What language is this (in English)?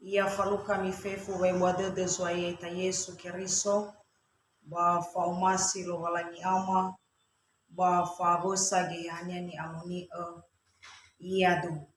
Nias